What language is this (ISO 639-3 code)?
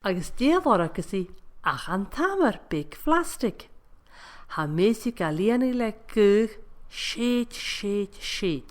gla